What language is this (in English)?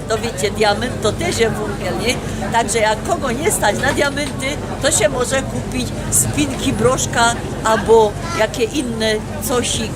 Silesian